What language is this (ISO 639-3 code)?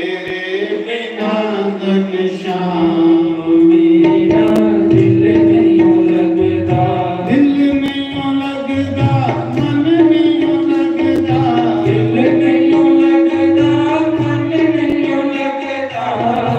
doi